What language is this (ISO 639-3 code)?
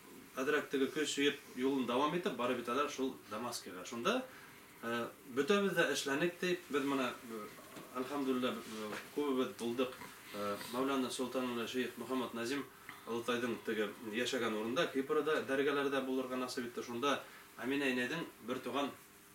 bak